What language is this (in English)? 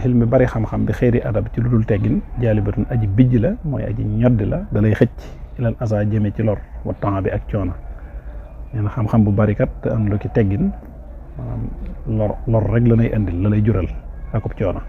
Wolof